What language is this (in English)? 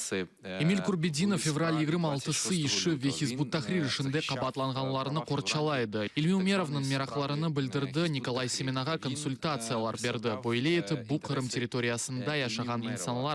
Crimean Tatar